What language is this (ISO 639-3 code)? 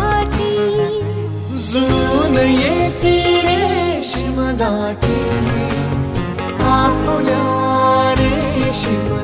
mar